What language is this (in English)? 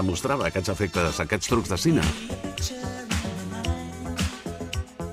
Catalan